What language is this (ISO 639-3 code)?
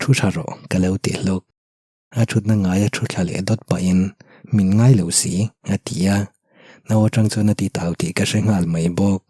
lus